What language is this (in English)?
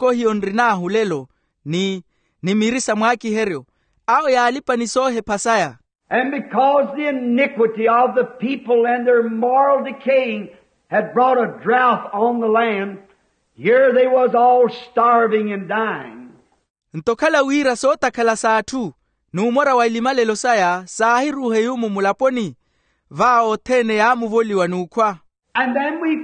Makhuwa